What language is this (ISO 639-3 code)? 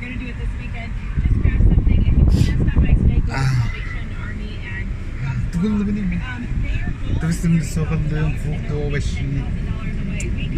sah